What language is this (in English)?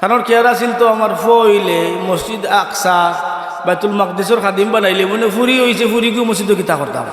Sylheti